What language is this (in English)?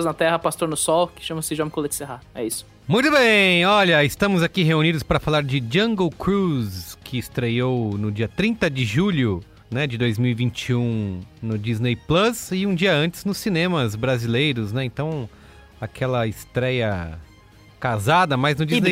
Portuguese